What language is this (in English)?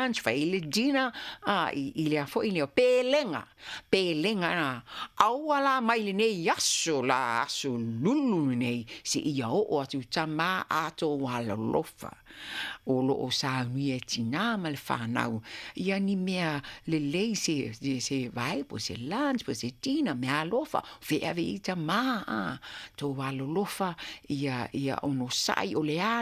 Samoan